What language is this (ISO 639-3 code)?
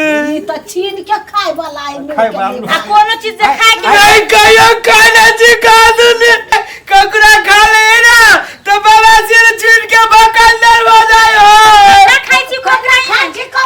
mai